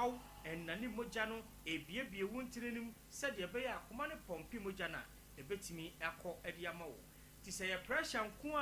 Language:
Akan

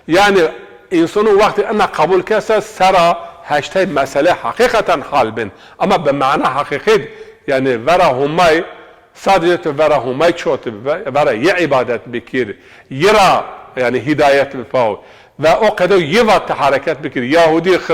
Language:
Zaza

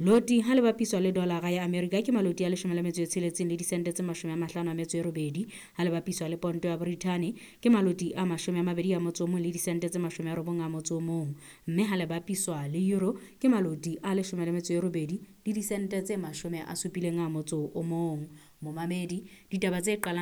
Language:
Southern Sotho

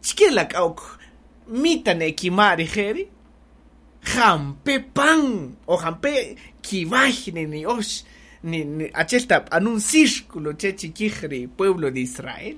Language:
Kaqchikel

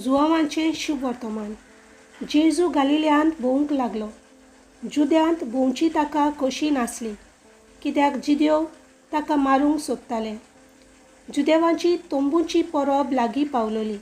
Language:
Konkani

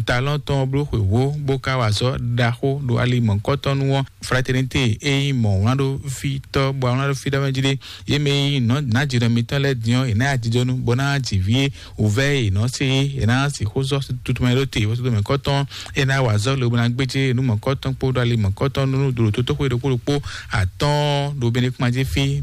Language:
Fon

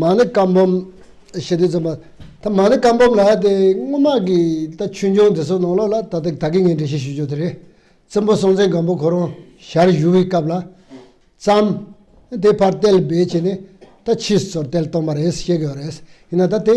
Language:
Tibetan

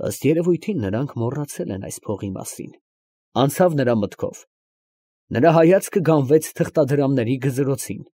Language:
Armenian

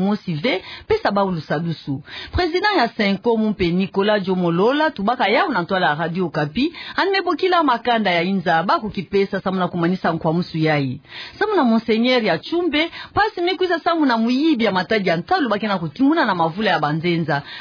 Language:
Kituba (Democratic Republic of Congo)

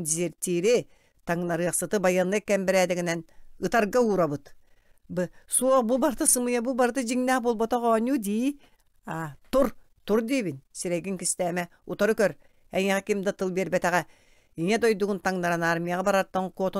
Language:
Yakut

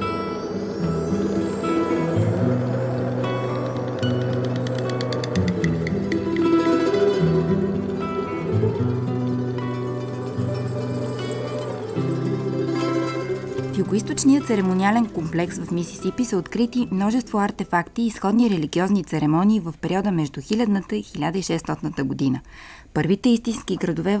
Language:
Bulgarian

